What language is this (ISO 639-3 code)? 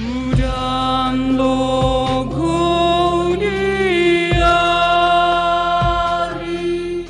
bts